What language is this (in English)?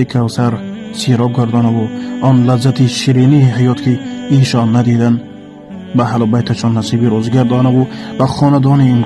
Tajik